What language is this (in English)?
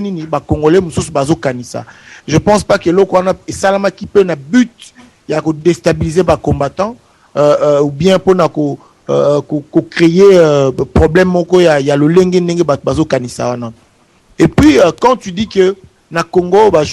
Lingala